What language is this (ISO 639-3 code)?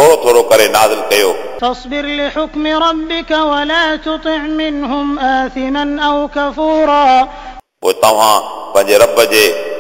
snd